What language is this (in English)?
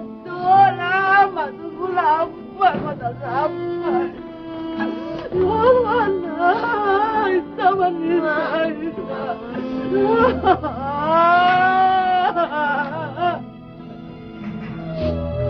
Malay